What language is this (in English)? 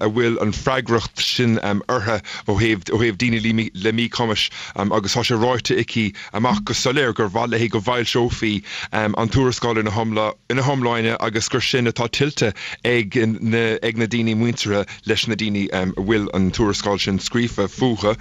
Irish